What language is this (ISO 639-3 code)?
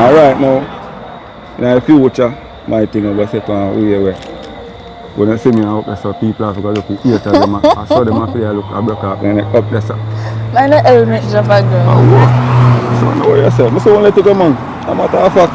jam